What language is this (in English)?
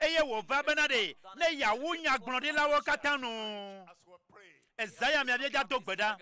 Ewe